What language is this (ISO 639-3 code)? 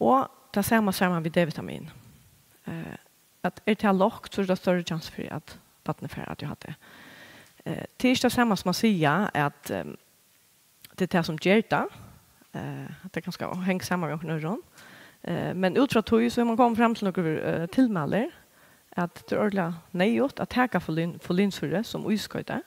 fao